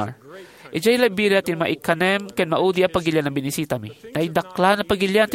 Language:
Iloko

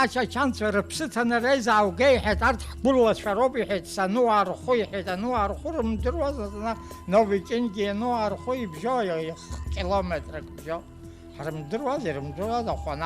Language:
Abkhazian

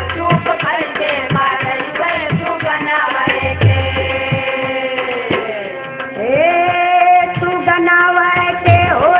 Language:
Bhojpuri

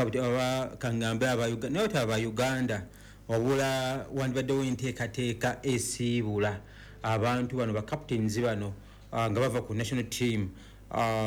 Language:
Ganda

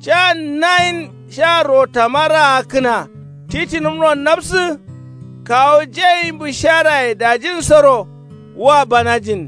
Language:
Kanuri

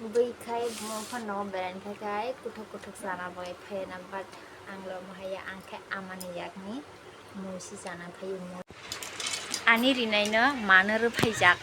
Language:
Kok Borok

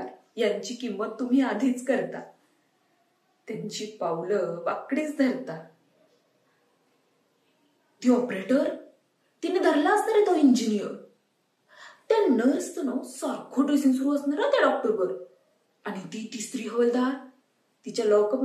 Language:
Marathi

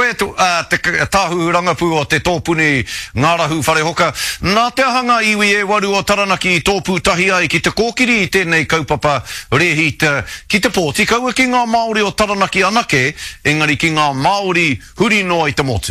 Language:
Māori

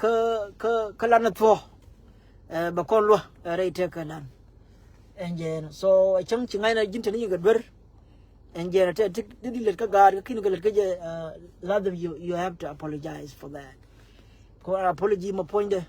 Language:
Nuer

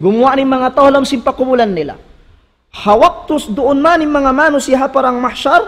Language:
Tausug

